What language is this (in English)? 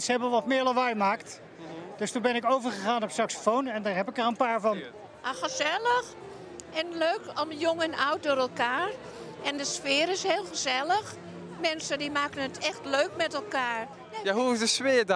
Dutch